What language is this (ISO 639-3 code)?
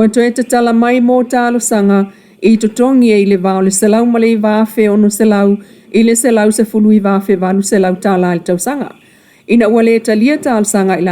smo